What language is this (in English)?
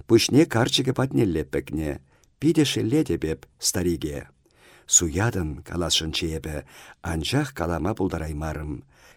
Chuvash